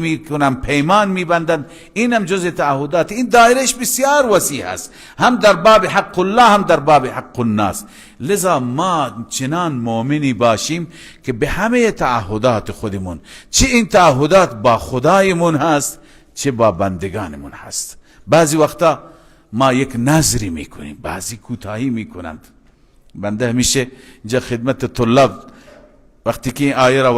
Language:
Persian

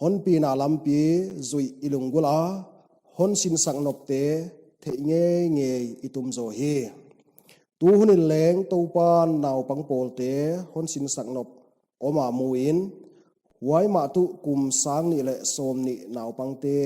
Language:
Paite Chin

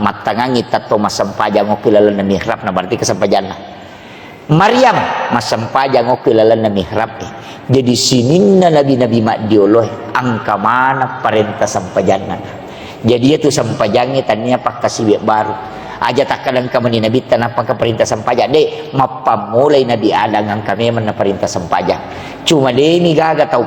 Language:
Buginese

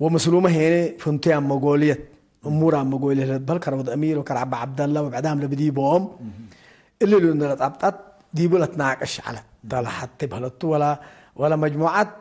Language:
Tigre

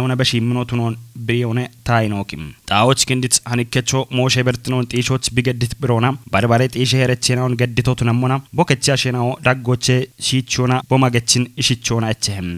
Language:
Kafa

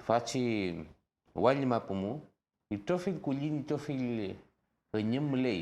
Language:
Mapuche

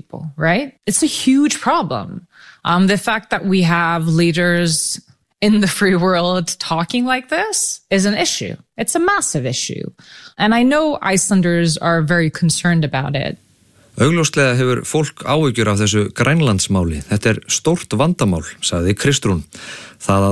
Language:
Icelandic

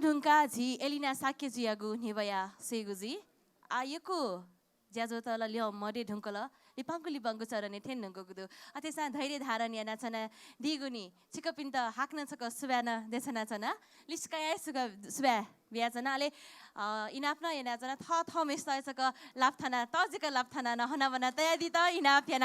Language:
Newari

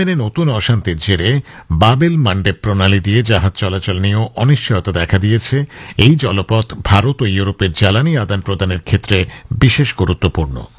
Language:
Bangla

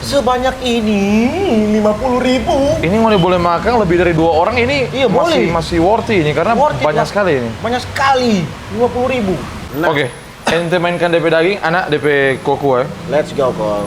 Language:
Manado Malay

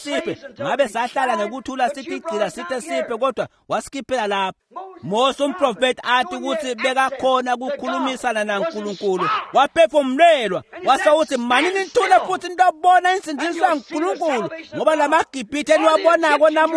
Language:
Swati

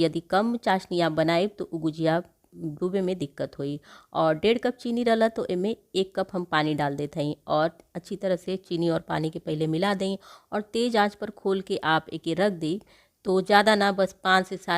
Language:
Bhojpuri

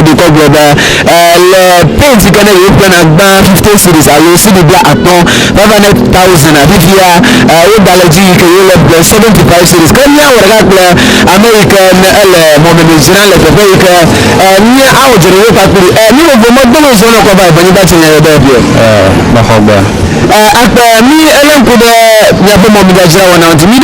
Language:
Ewe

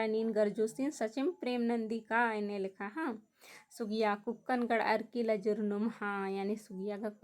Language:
Kurukh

